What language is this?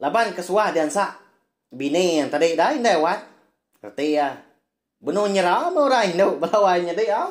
Iban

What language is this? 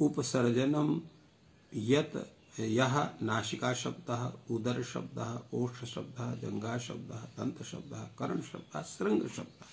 Sanskrit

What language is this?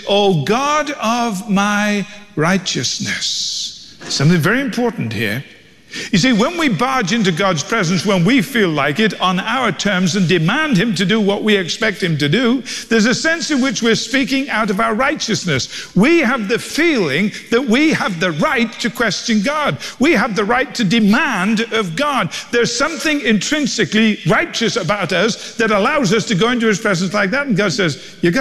English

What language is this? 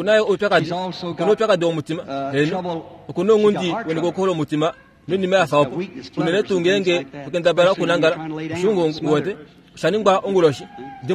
Kuanyama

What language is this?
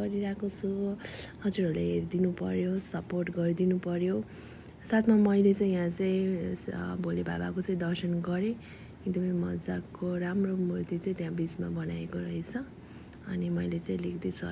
Nepali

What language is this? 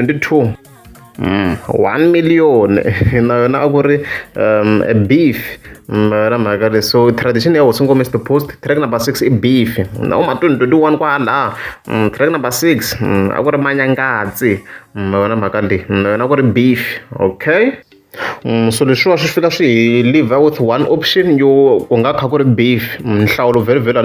Tsonga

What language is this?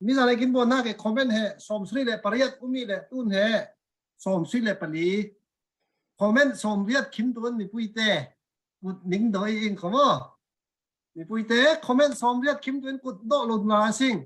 Falam Chin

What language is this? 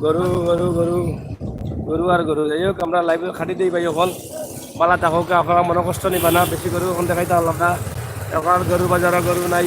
Sylheti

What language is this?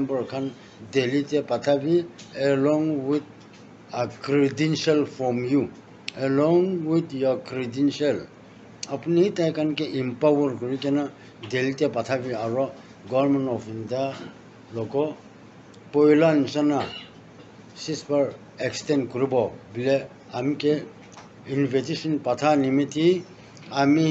Naga Pidgin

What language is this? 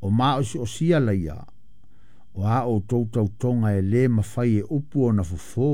Samoan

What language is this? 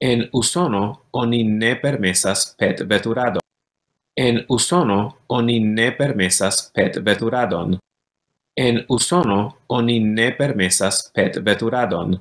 Esperanto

